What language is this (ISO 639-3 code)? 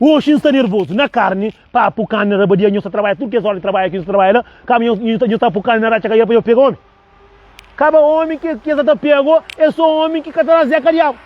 kea